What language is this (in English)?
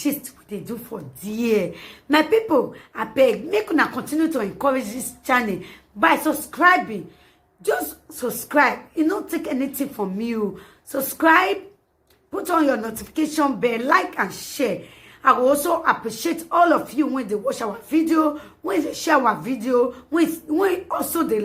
Nigerian Pidgin